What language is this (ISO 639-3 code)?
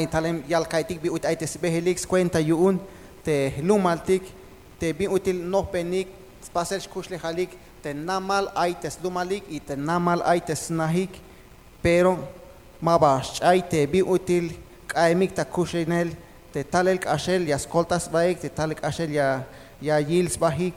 tzh